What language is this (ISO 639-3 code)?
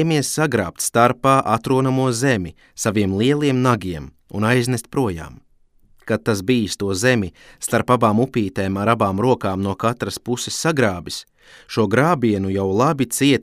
lav